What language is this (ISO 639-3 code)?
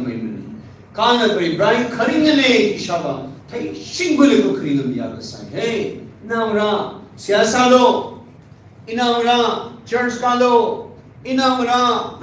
nmf